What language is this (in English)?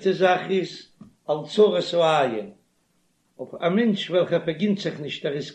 Yiddish